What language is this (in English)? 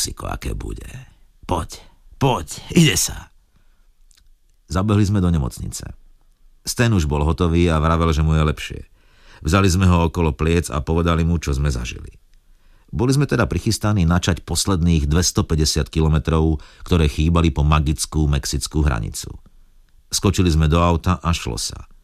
Slovak